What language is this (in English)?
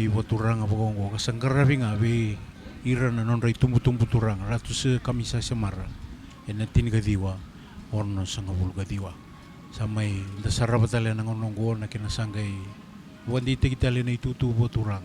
Fijian